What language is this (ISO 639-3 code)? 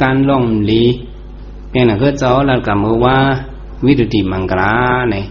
shn